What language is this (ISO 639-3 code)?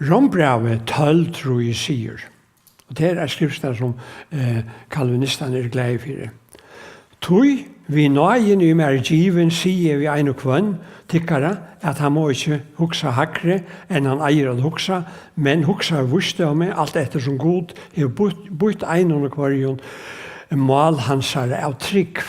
fao